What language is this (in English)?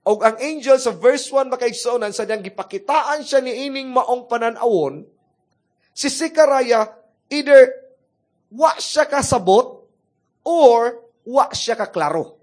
Cebuano